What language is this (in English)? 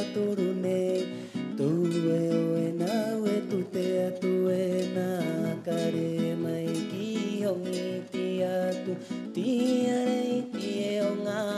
Rapanui